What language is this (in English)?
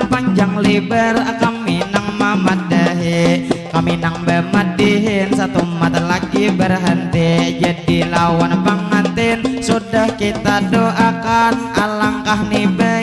Banjar